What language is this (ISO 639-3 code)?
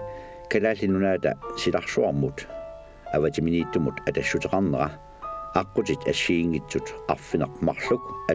kal